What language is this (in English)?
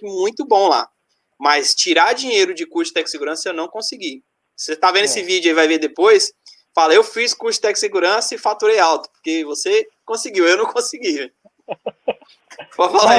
Portuguese